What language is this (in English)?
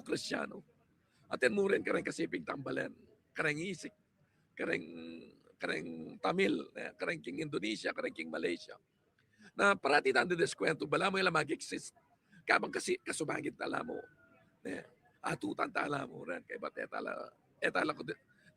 Pampanga